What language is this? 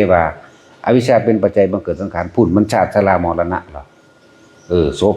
Northeastern Thai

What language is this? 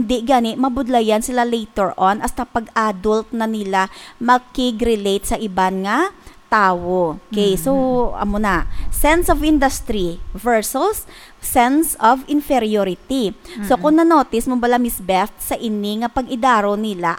Hiligaynon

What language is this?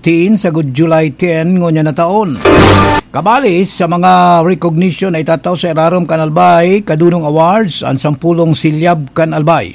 Bikol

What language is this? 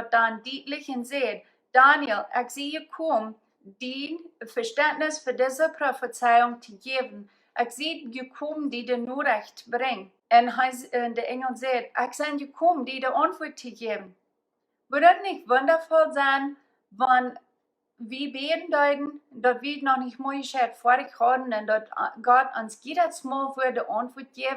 Plautdietsch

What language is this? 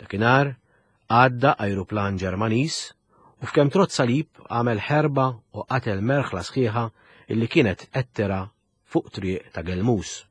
Maltese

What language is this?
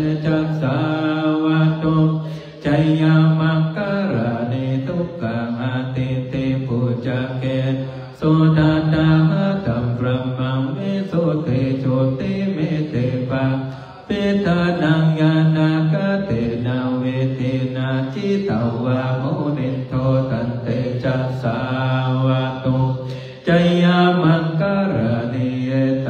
Pali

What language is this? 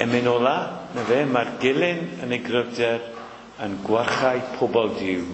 Welsh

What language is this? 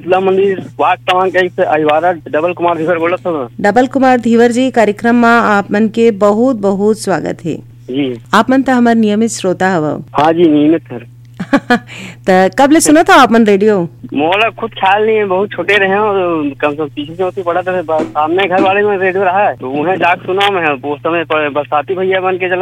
Chhattisgarhi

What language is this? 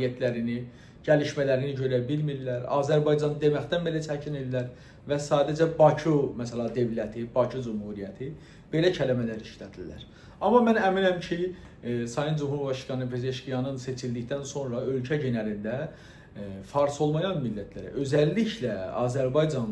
South Azerbaijani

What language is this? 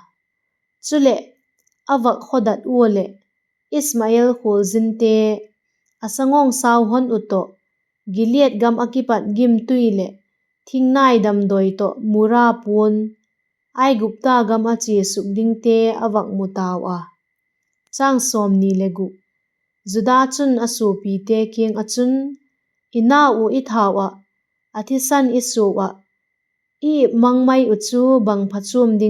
Vaiphei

